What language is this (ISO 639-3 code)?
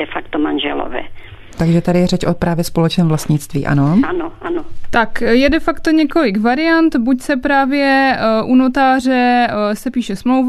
ces